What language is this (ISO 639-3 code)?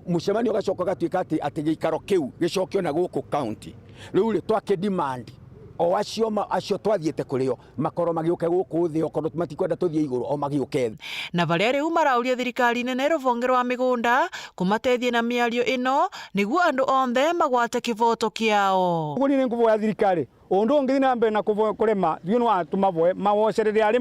mer